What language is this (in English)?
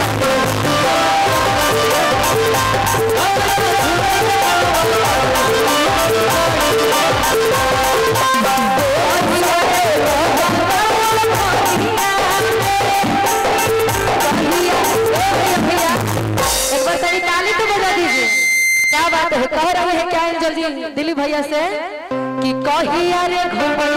Bhojpuri